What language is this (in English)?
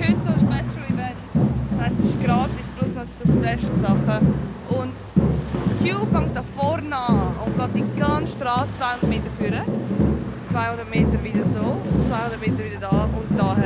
Swiss German